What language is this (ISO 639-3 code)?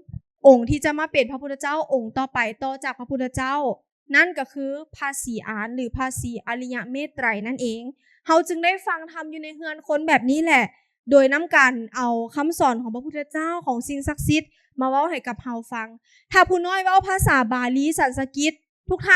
lao